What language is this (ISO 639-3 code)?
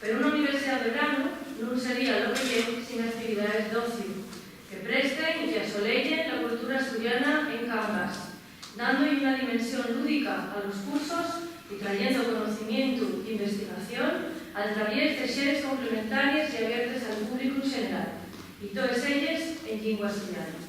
ast